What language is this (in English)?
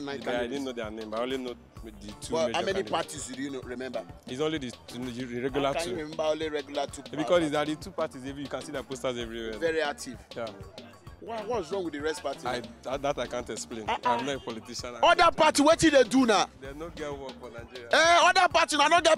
Nigerian Pidgin